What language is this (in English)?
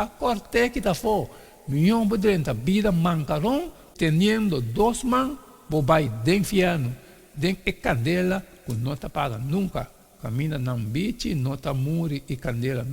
Papiamento